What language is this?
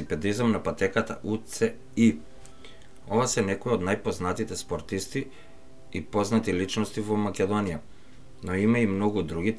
Macedonian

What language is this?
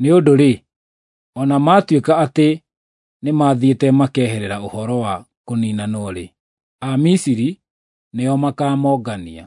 Kikuyu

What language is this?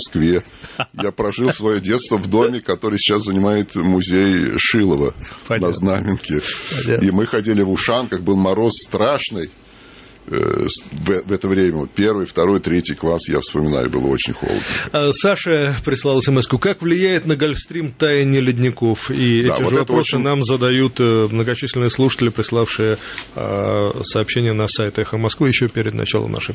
Russian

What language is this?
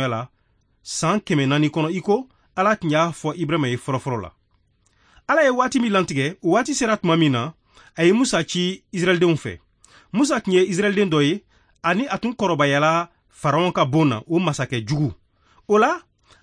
Bambara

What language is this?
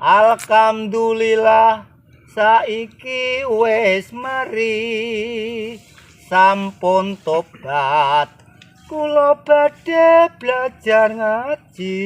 Javanese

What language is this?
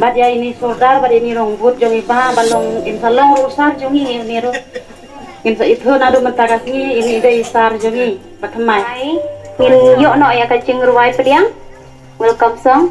Khasi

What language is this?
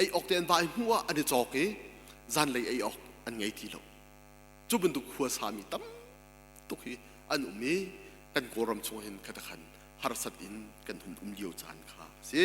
Hakha Chin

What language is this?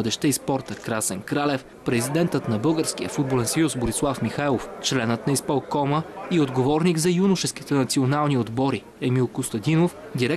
Bulgarian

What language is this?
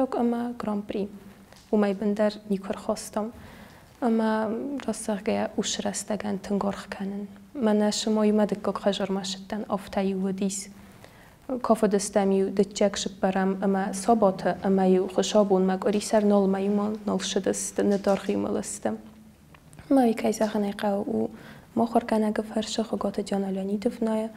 Ossetic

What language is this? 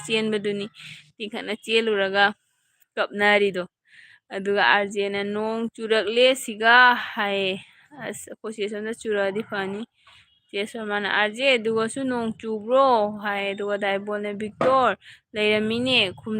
Manipuri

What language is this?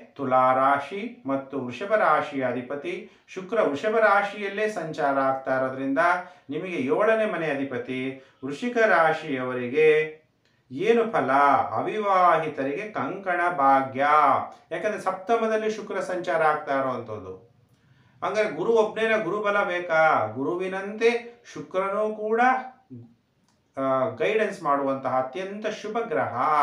Kannada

